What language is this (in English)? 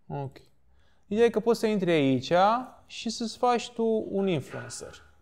Romanian